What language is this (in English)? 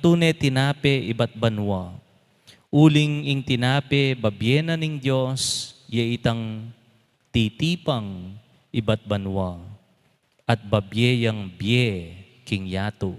Pampanga